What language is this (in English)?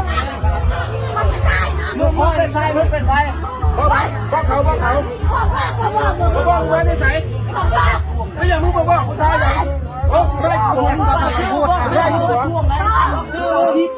Lao